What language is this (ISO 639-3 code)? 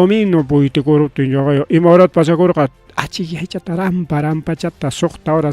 quy